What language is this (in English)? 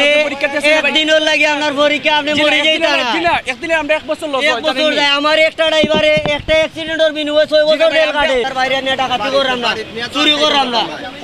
Sylheti